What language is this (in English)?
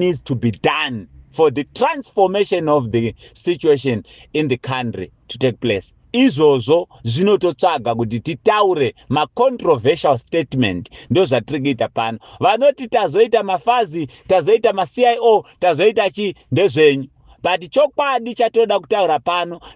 Shona